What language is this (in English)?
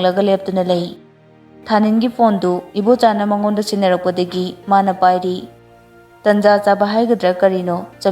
Manipuri